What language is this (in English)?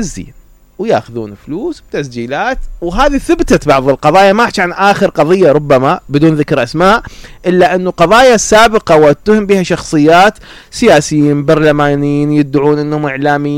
Mesopotamian Arabic